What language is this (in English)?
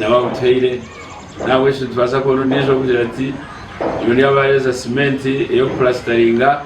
Nyankole